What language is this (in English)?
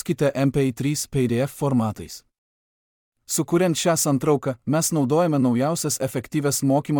Lithuanian